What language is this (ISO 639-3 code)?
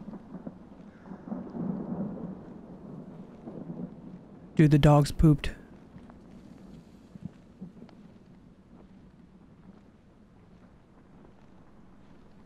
eng